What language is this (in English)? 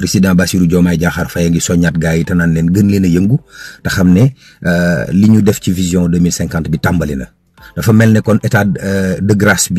Wolof